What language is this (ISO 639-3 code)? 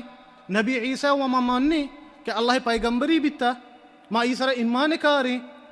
bal